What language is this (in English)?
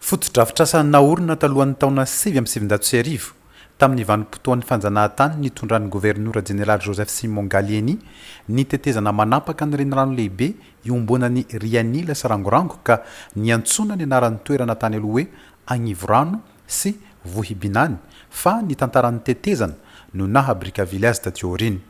Malagasy